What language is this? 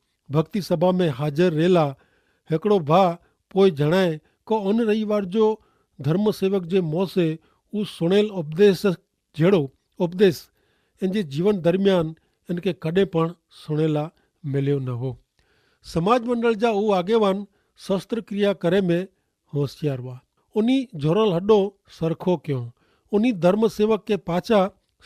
Kachhi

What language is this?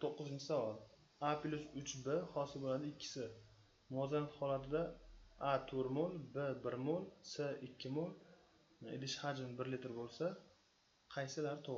Uzbek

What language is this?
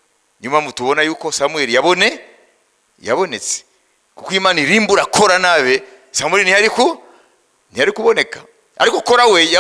Kinyarwanda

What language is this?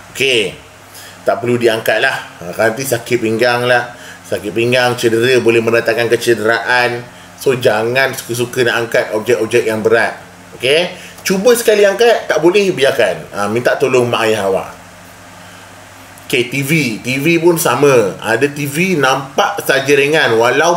Malay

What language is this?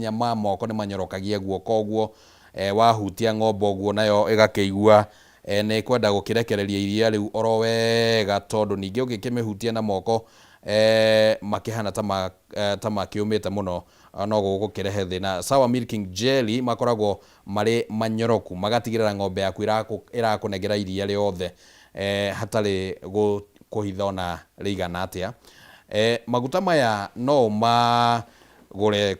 Kikuyu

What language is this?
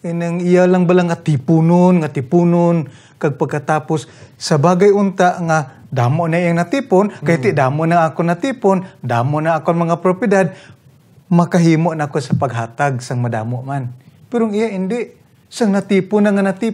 Hiligaynon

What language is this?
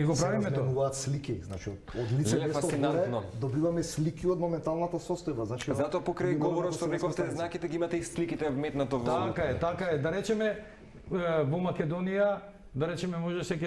Macedonian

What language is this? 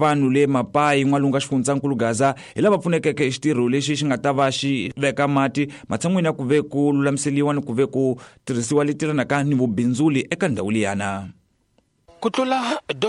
Tsonga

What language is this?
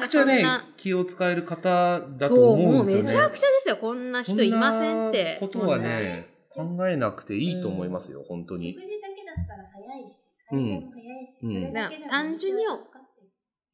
Japanese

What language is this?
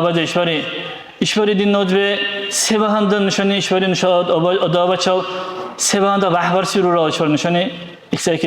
Dargwa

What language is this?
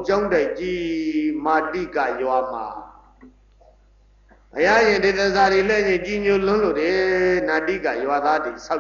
Burmese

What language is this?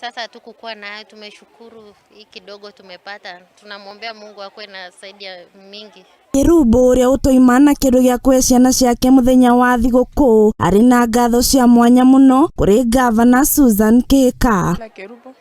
Kikuyu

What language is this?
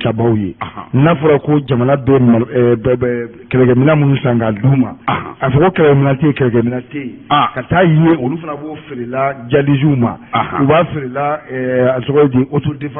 Bambara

